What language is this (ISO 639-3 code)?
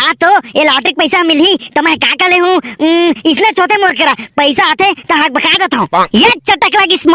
hne